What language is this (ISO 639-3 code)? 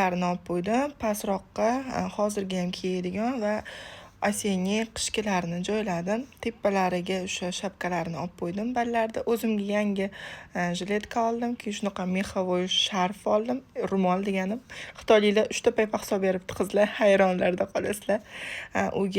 uzb